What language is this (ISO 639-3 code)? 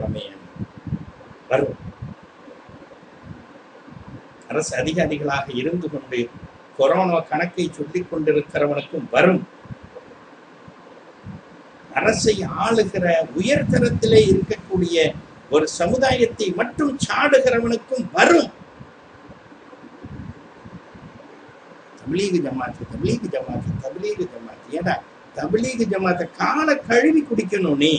tam